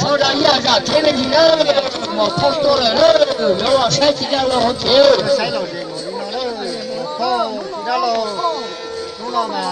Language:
Hmong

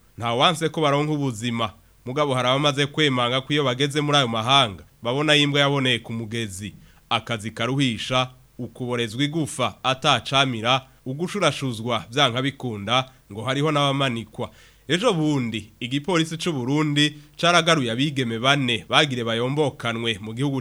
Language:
Rundi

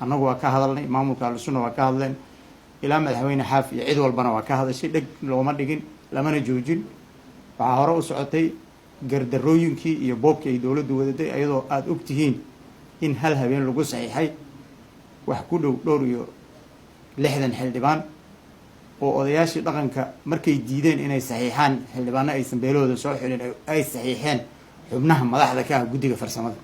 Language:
Somali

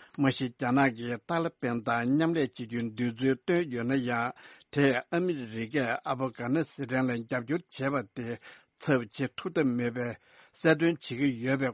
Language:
Tibetan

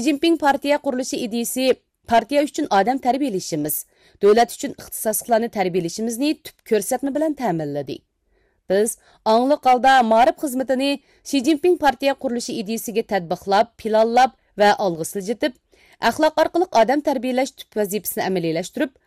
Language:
Uyghur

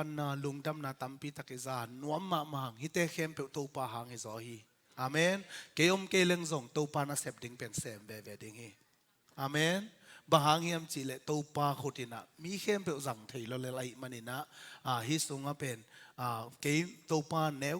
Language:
Tedim Chin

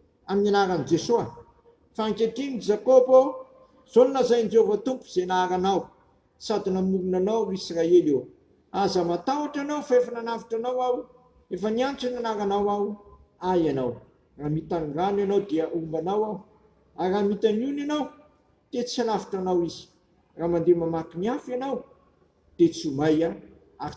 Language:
Malagasy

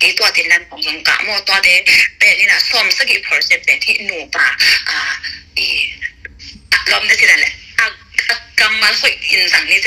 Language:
Tedim Chin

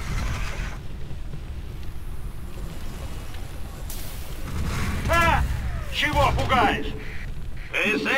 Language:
Russian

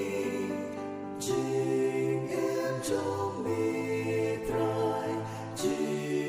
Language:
Khasi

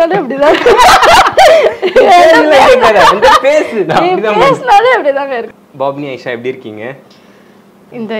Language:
Tamil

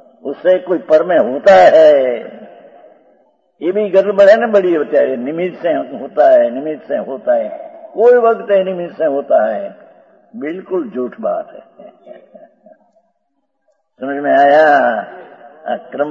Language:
Hindi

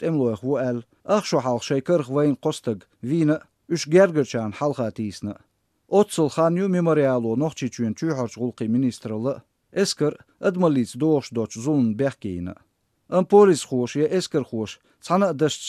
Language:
Chechen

